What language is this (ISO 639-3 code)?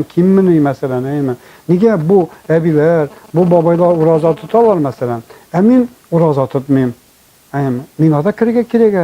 tat